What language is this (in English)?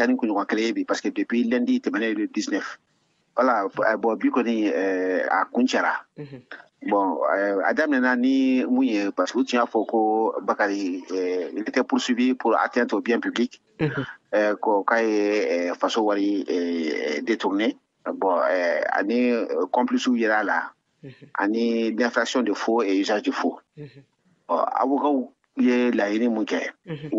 Bambara